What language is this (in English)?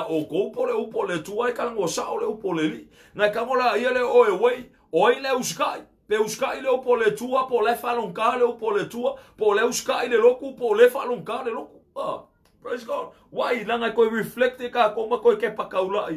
Samoan